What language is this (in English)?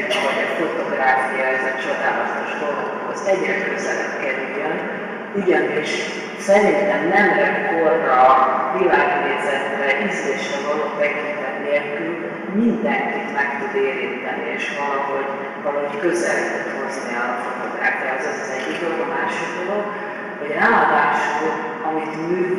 Hungarian